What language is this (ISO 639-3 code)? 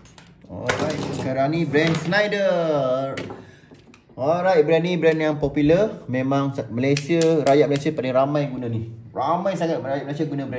msa